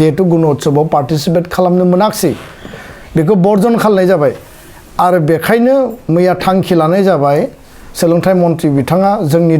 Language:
Bodo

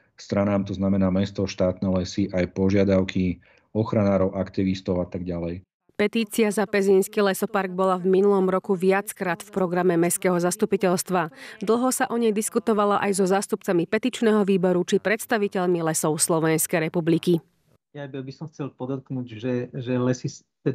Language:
Slovak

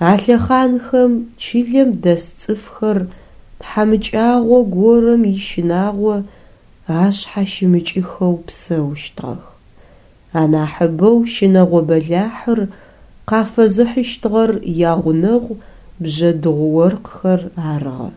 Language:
Adyghe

